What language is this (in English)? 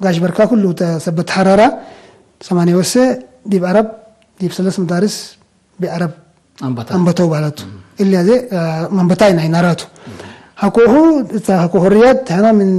Tigre